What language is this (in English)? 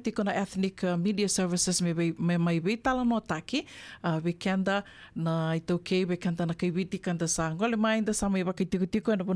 Fijian